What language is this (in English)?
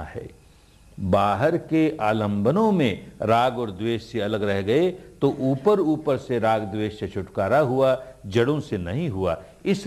Hindi